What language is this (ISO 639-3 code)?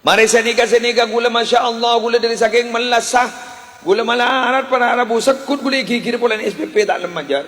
mad